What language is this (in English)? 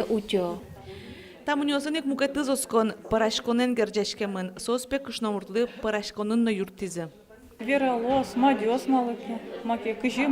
Udmurt